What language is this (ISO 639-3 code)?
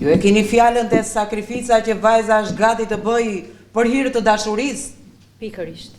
sqi